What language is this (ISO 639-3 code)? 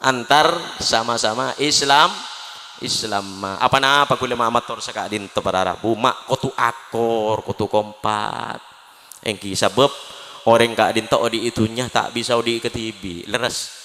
mad